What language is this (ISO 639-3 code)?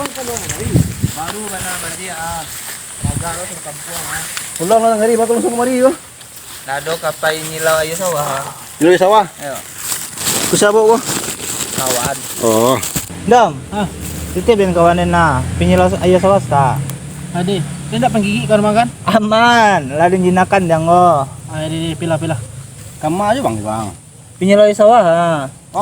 min